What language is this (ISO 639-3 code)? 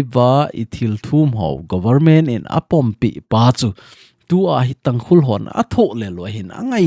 tcz